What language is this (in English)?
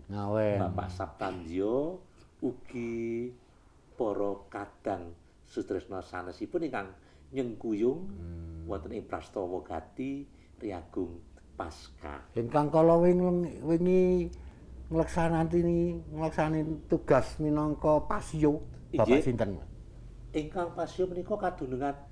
Javanese